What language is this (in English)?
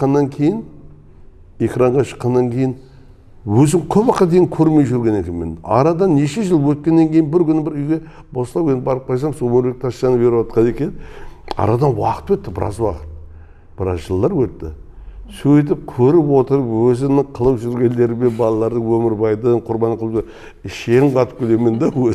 Kara-Kalpak